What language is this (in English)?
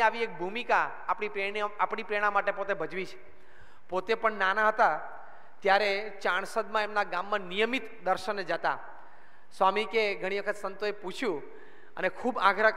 Gujarati